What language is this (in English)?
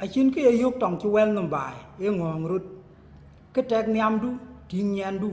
Dinka